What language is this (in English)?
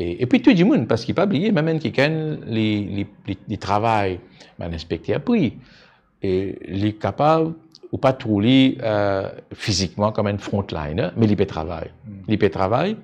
Morisyen